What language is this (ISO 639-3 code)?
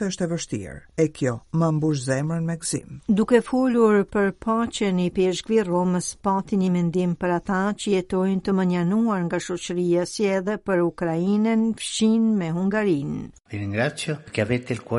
sqi